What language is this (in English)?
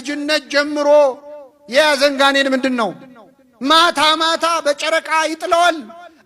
Amharic